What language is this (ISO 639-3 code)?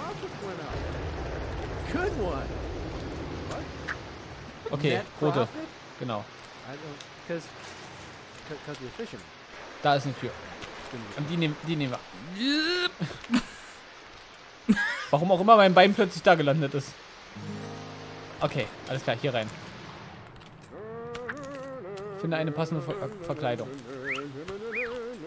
deu